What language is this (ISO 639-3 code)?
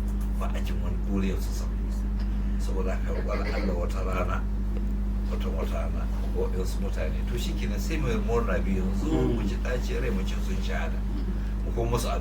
hau